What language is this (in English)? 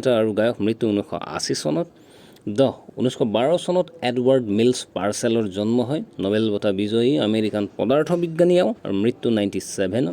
Assamese